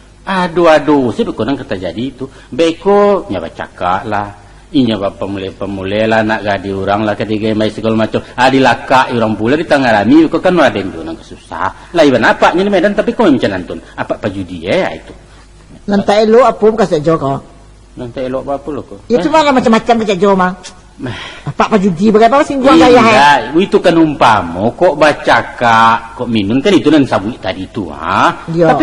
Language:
Minangkabau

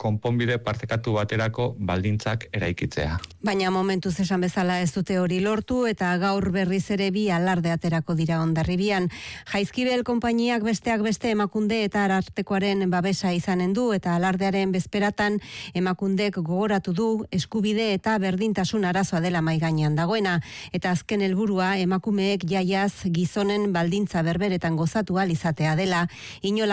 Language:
Basque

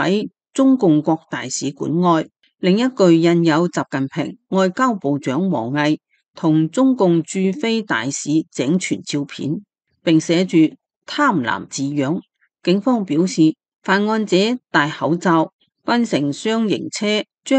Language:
Cantonese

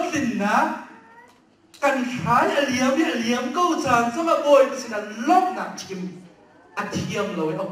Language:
Hakha Chin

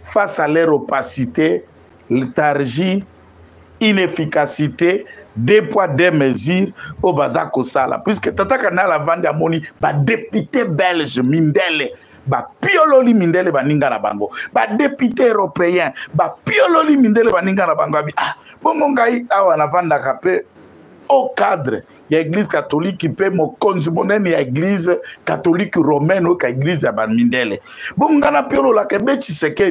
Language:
French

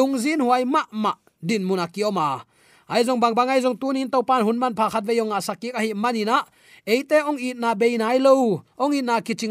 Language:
Tedim Chin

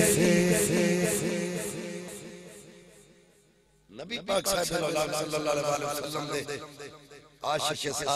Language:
Urdu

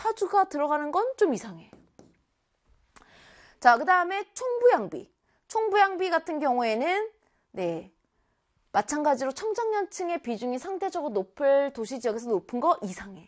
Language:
Korean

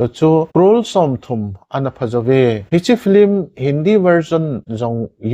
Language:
Thado Chin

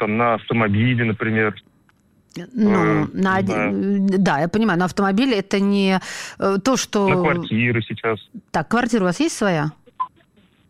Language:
Russian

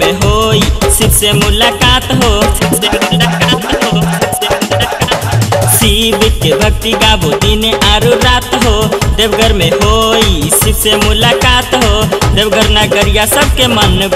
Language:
Bhojpuri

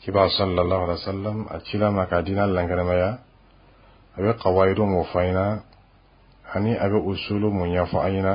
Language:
Dyula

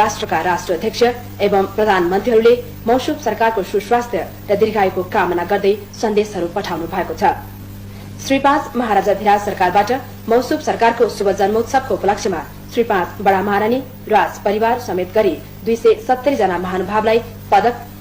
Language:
Nepali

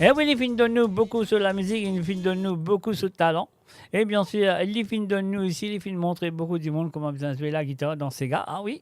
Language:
Morisyen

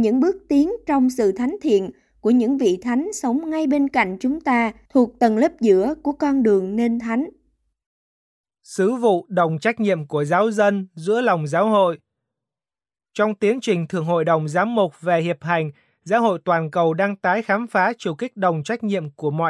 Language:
Vietnamese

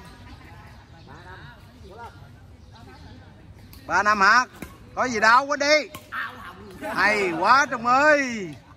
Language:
Vietnamese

